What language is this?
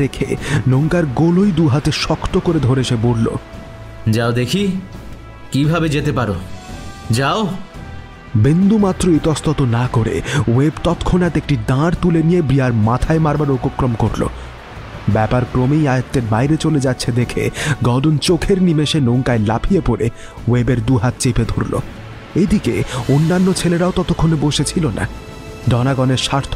Bangla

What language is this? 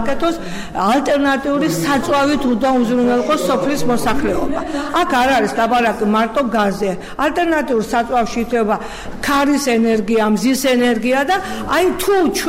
Georgian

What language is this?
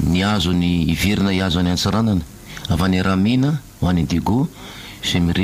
Malagasy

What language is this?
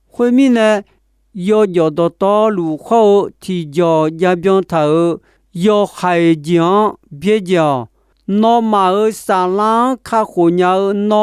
Akha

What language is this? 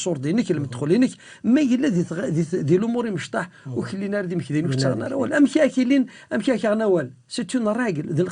Kabyle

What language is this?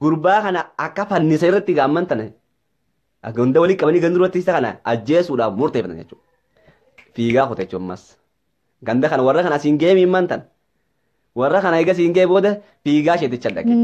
Oromo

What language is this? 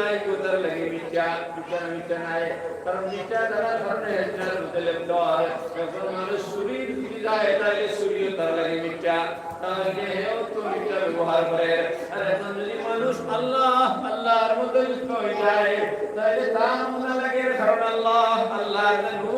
Sylheti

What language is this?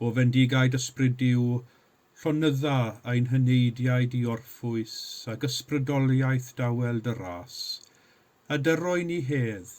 Welsh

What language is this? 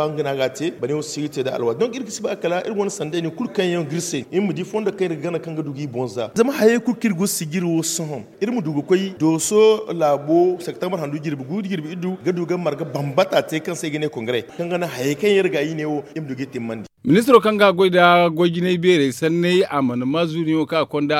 Zarma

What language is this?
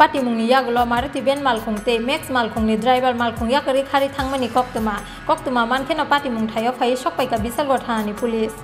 Kok Borok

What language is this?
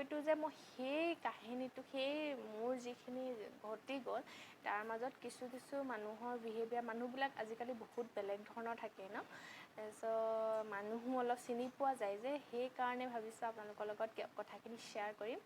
Assamese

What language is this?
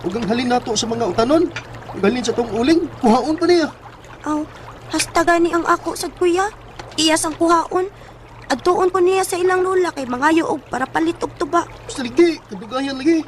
Cebuano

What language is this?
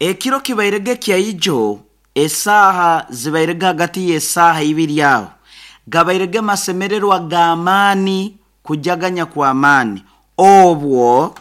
Nyoro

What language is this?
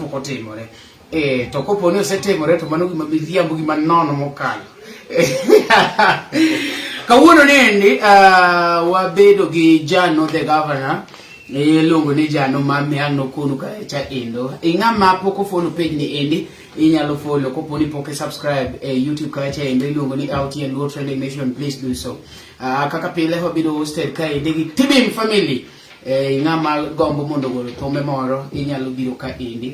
Luo (Kenya and Tanzania)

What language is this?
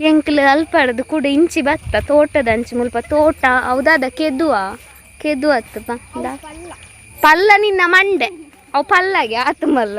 Tulu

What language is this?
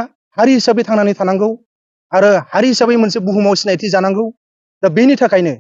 Bodo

